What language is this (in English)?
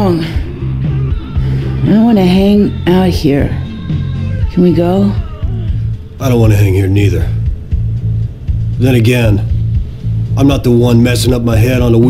English